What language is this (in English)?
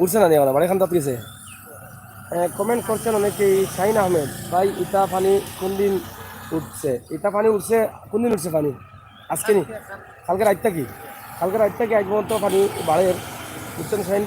Sylheti